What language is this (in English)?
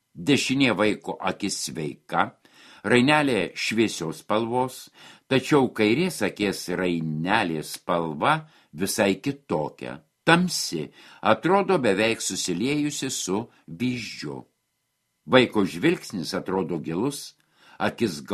Lithuanian